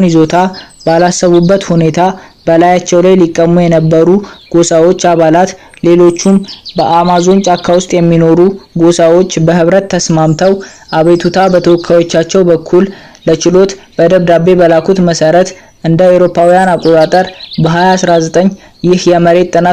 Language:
Amharic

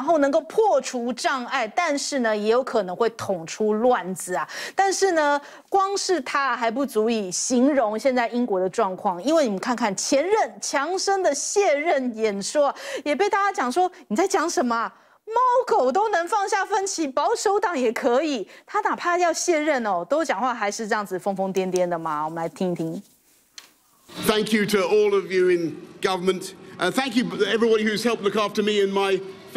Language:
Chinese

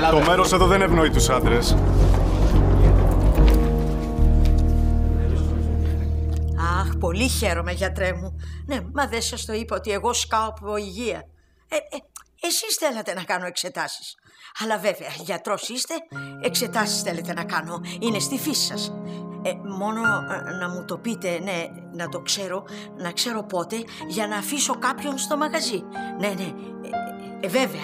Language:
Greek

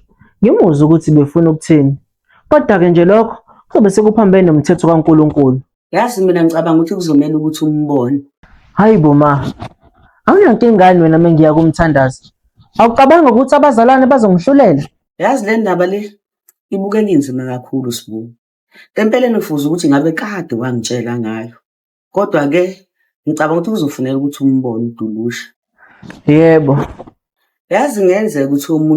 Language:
Zulu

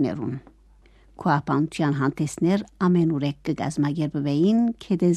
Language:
Armenian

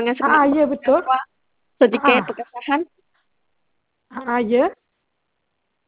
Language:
Malay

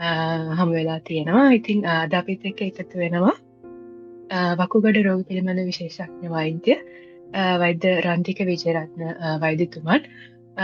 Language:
Sinhala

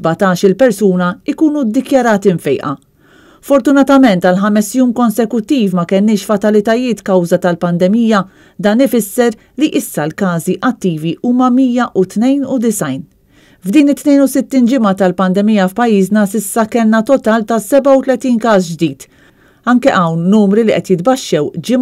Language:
Maltese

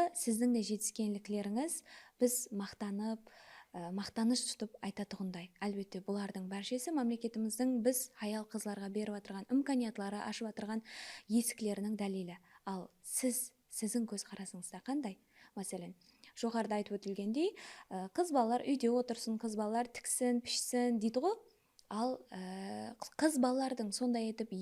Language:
Kara-Kalpak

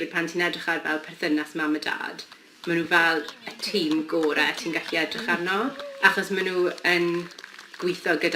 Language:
Welsh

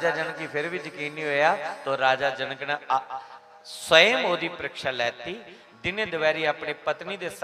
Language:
Dogri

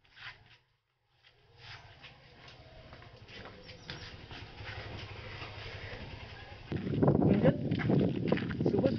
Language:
Marathi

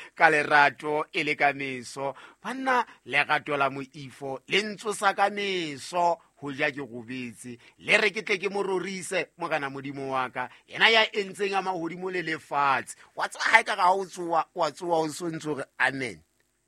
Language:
Southern Sotho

